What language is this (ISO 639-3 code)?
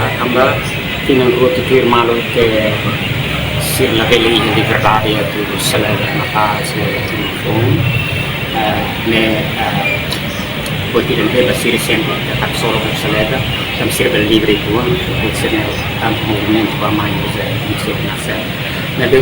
tet